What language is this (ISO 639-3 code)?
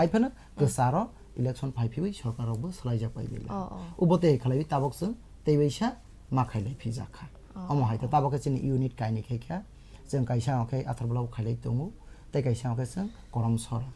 trp